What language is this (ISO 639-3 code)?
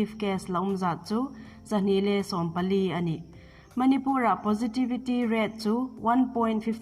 hmr